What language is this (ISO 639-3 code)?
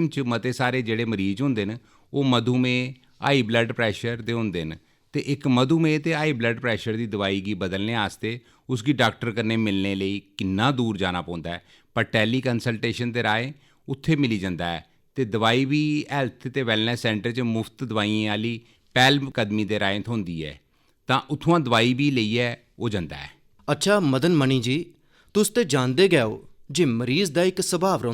doi